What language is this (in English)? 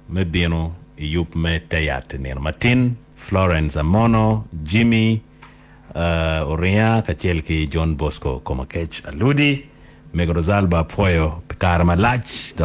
Acoli